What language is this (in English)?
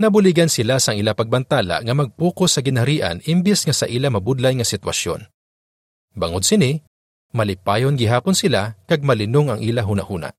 Hiligaynon